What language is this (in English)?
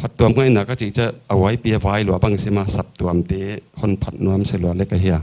Paite Chin